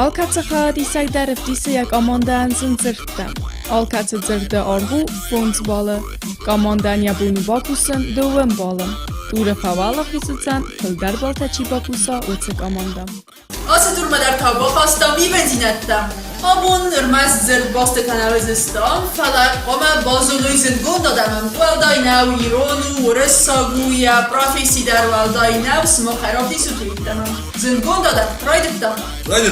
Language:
Ossetic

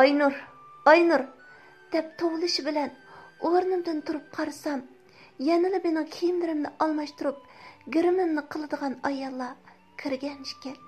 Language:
Uyghur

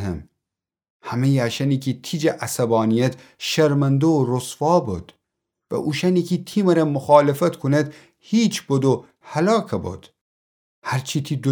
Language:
Gilaki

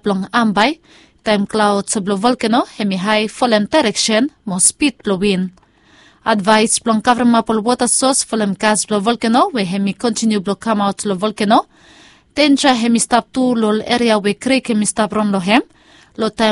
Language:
Bislama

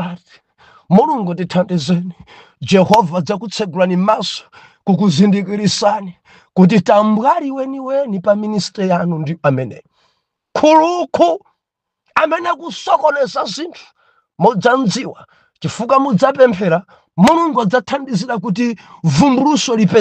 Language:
Nyanja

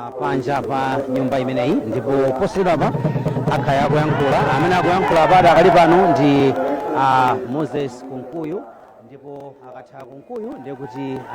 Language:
Nyanja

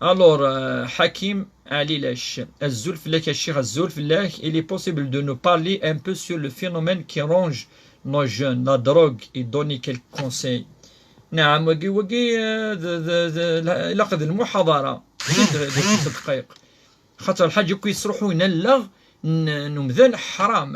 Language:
Kabyle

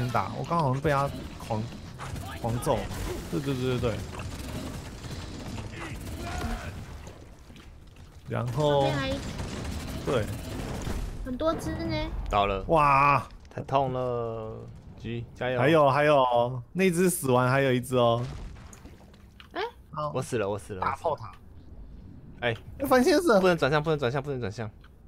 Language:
Chinese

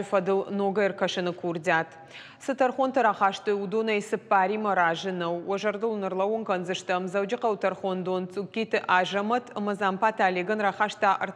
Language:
Ossetic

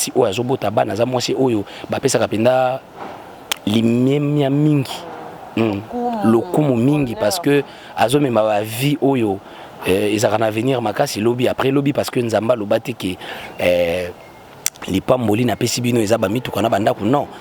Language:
Lingala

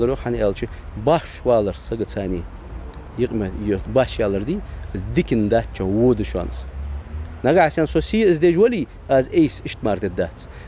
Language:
Ingush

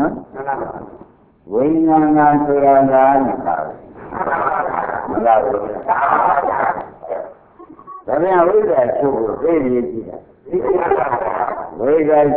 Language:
Burmese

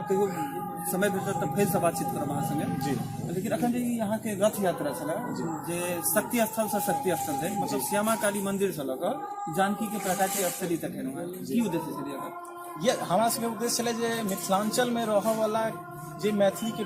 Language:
Maithili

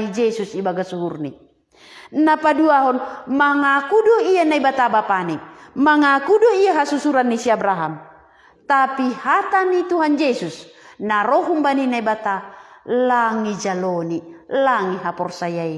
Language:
Batak Simalungun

